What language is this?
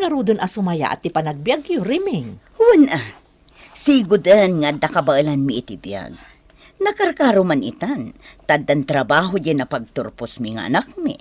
Iloko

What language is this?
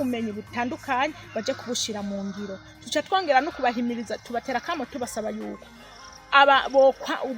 Rundi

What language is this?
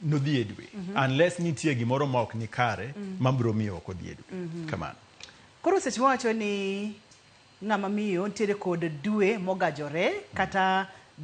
Luo (Kenya and Tanzania)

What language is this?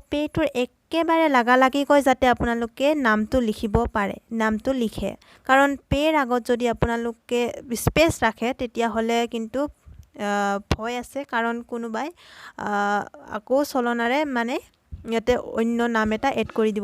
Assamese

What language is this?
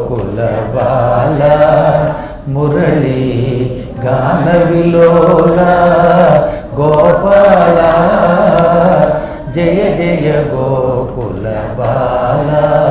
Telugu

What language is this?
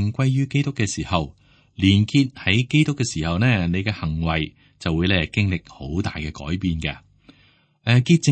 Cantonese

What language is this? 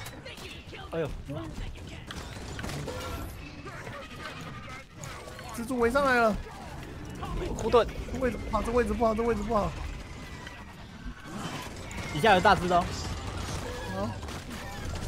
Chinese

